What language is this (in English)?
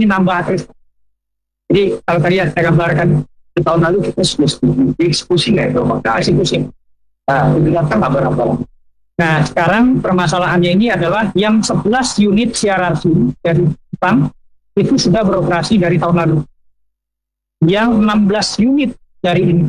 Indonesian